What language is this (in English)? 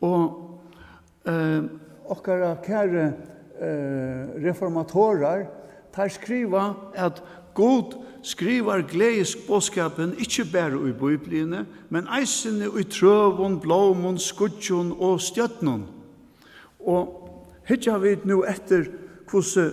Faroese